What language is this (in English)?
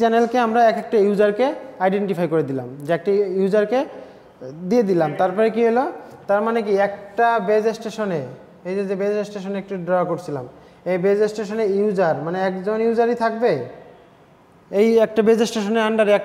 Bangla